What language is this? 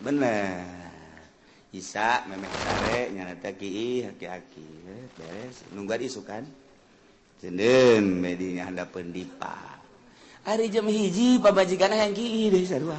Sundanese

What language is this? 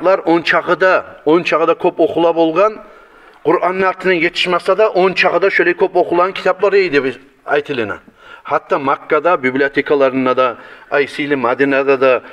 Kumyk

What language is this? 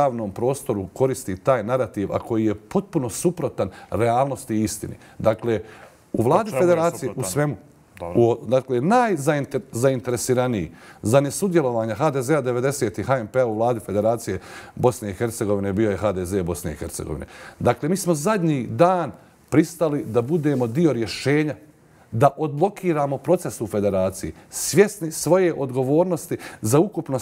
Croatian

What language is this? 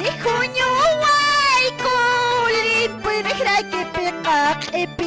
Quechua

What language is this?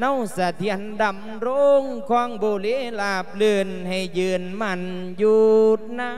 Lao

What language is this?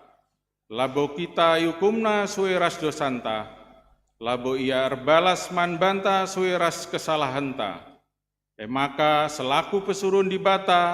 Batak Karo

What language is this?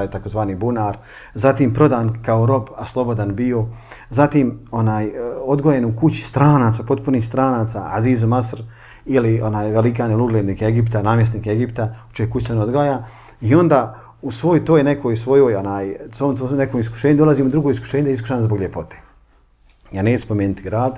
Bosnian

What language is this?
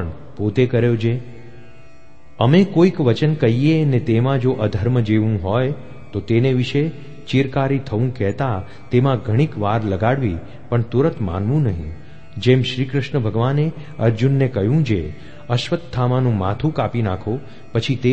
Gujarati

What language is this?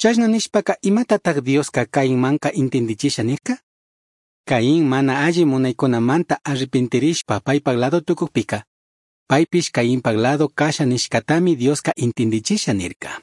Chimborazo Highland Quichua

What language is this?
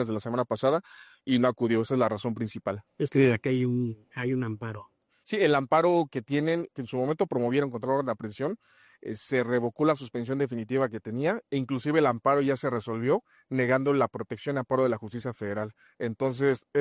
Spanish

